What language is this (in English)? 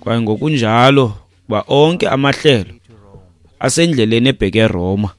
Xhosa